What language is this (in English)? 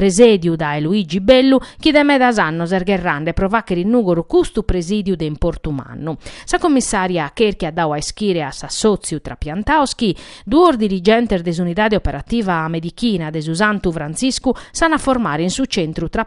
Sardinian